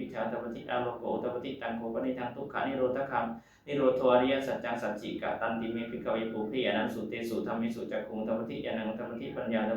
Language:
Pali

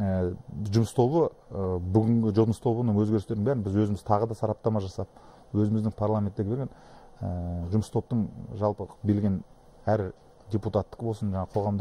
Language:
Kazakh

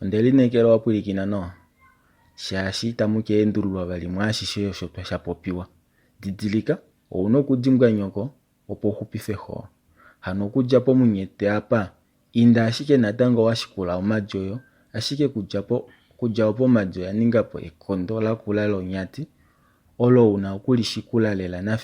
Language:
Kuanyama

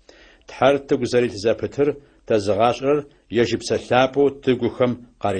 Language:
Adyghe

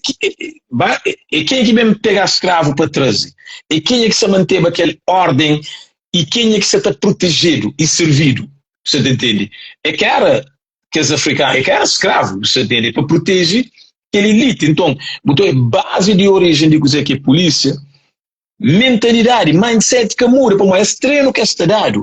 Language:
Kabuverdianu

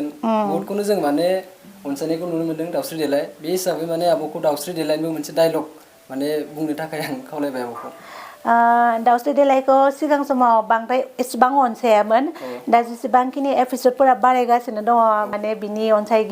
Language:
Bodo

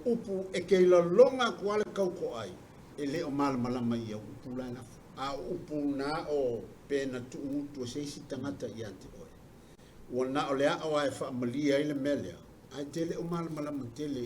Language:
Samoan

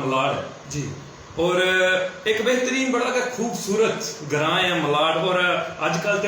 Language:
Dogri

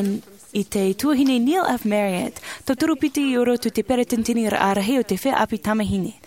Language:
Tahitian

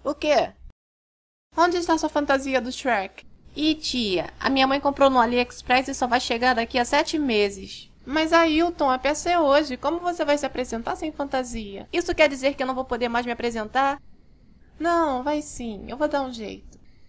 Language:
Portuguese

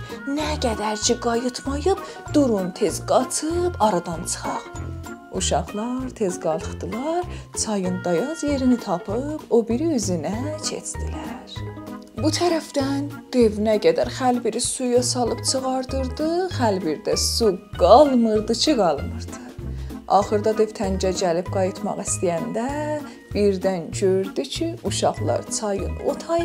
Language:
South Azerbaijani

